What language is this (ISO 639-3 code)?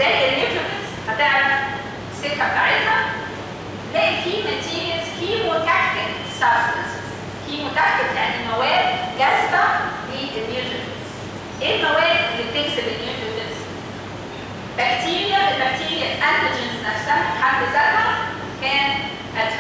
arz